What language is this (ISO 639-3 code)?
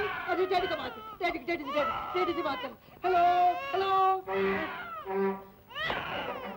hin